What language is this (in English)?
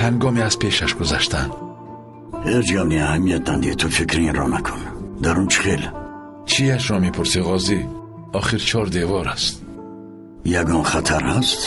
Tajik